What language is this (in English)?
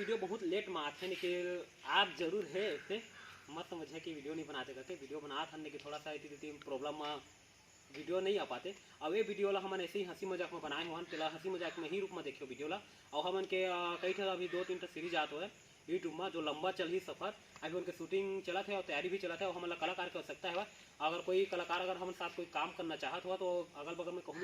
Chhattisgarhi